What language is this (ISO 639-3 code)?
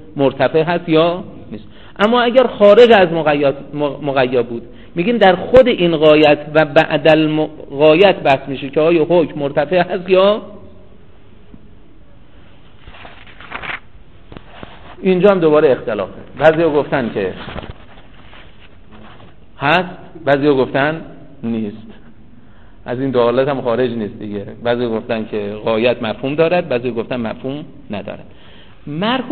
fas